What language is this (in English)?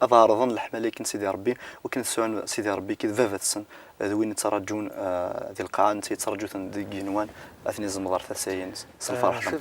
Kabyle